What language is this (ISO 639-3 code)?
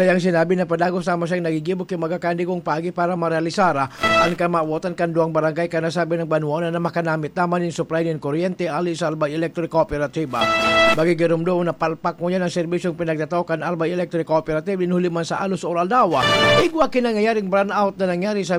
bik